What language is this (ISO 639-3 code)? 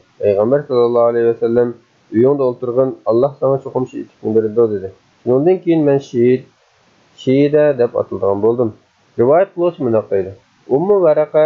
uig